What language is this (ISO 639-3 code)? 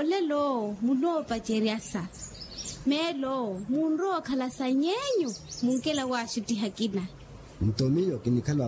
vmw